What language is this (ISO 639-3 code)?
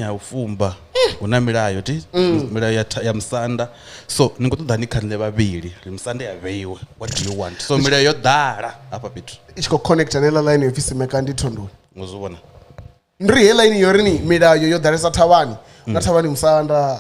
ven